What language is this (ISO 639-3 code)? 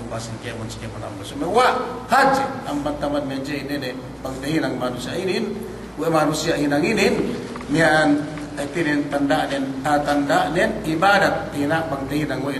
yka